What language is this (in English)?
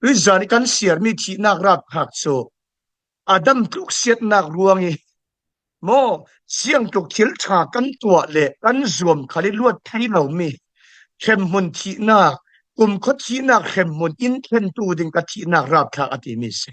Falam Chin